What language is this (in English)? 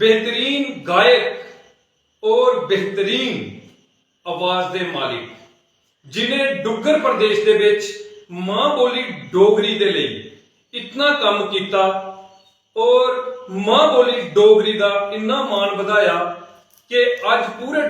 Dogri